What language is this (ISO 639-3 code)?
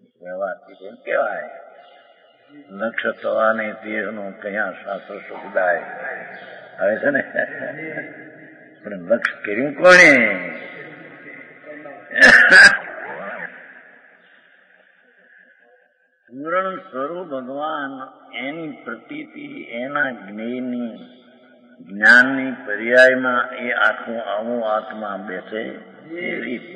guj